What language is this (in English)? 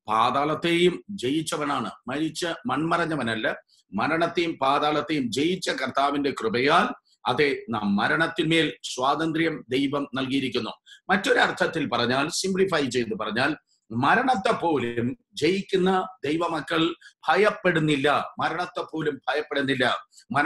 Malayalam